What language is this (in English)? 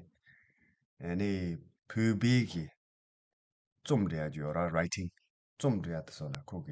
Tibetan